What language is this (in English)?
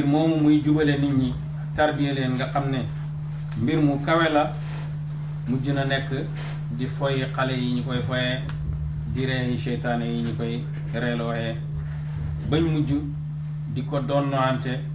Wolof